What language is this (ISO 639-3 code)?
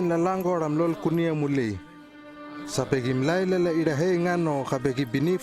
lml